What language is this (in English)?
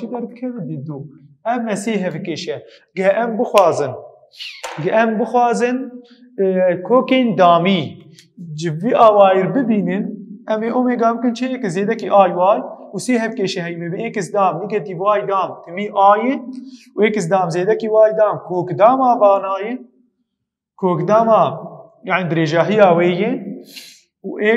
Kurdish